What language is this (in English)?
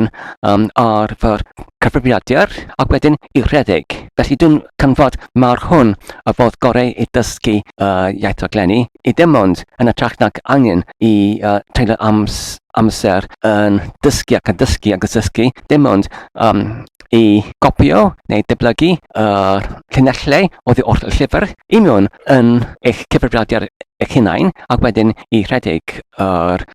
Welsh